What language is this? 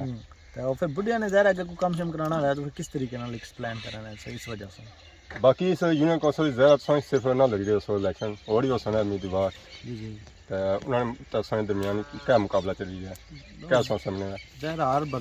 Pahari-Potwari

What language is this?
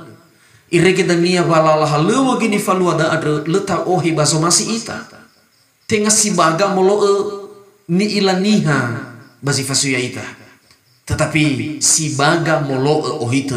Nias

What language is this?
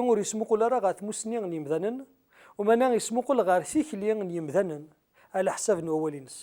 Kabyle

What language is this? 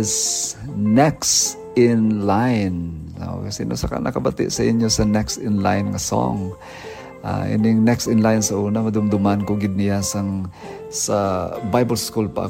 Hiligaynon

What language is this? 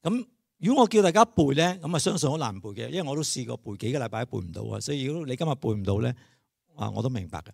Cantonese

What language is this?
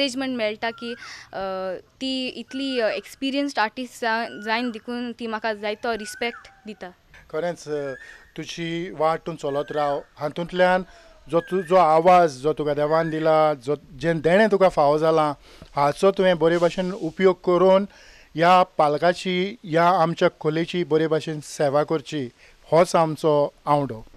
Konkani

